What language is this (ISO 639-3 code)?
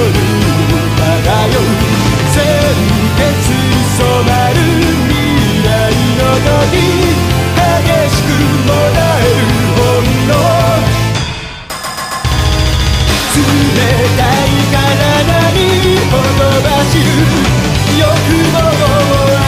jpn